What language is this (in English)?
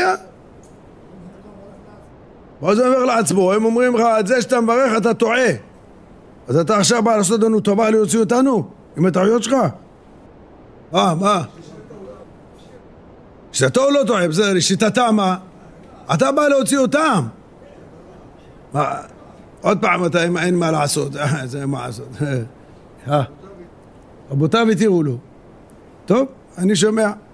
Hebrew